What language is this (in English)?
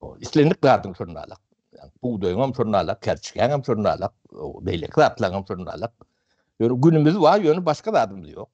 Turkmen